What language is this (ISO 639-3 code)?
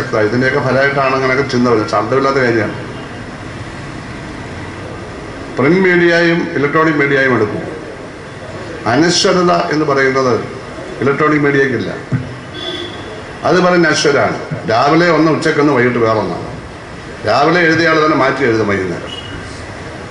mal